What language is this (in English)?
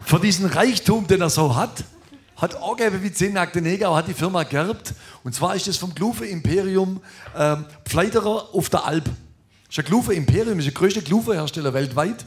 Swabian